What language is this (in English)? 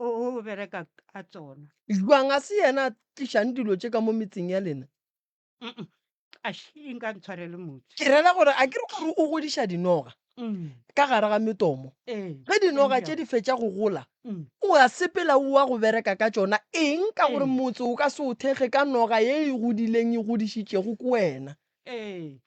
Northern Sotho